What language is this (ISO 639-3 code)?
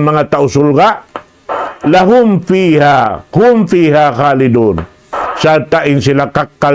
tsg